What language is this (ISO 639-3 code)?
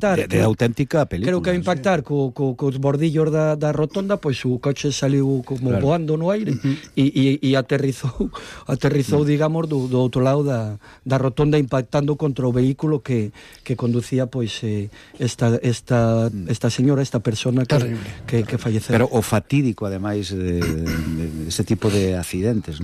glg